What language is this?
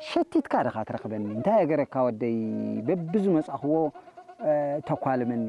Tigrinya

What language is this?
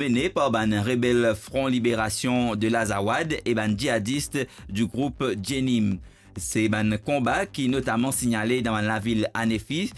Morisyen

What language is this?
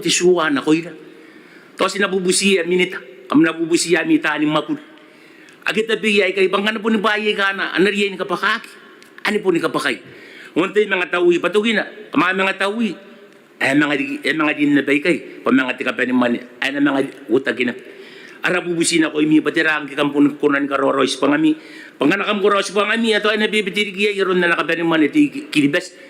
Gilbertese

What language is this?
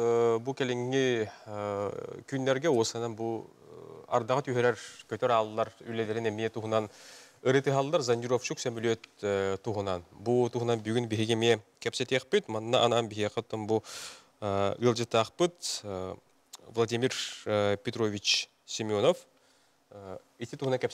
Yakut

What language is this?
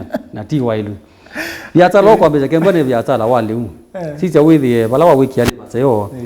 Kamba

